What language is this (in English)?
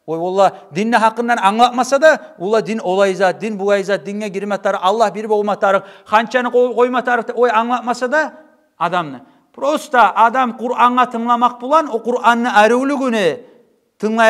Kumyk